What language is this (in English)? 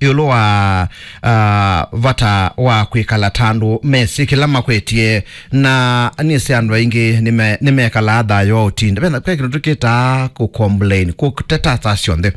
Kamba